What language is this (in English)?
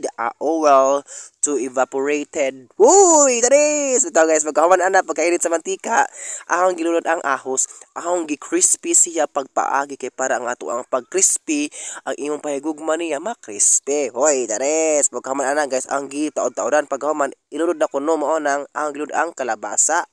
Cebuano